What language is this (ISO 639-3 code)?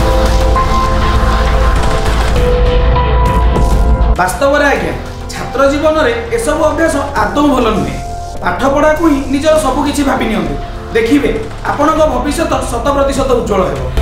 ori